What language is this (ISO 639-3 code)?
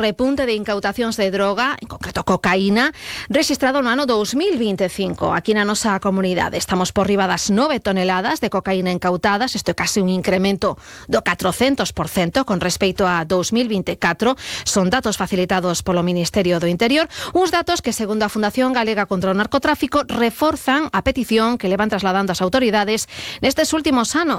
glg